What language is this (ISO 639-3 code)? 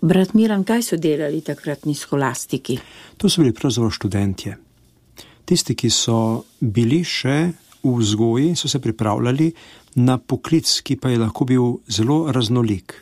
slv